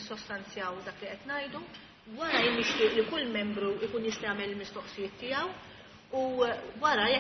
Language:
Maltese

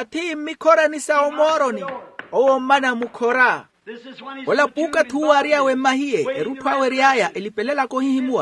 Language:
Makhuwa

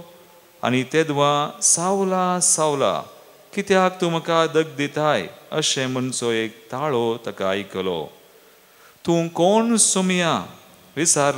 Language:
Konkani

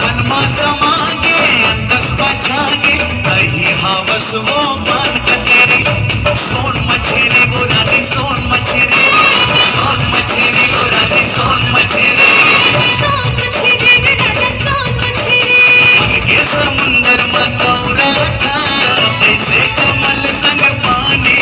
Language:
Chhattisgarhi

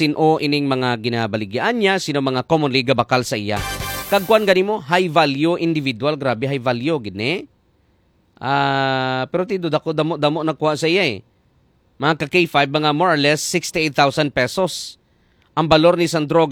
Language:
Hiligaynon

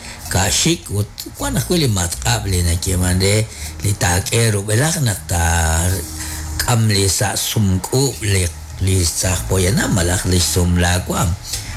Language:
Kekchí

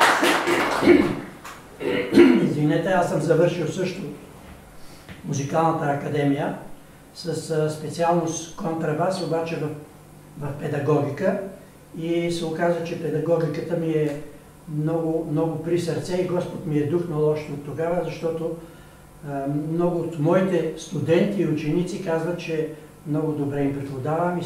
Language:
Bulgarian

